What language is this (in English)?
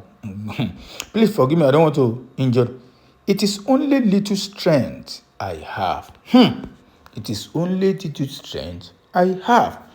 Yoruba